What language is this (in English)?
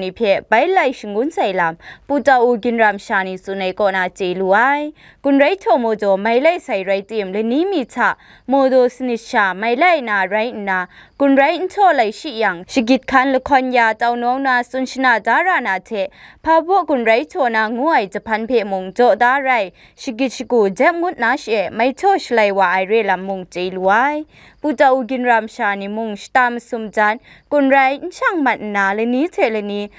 Kachin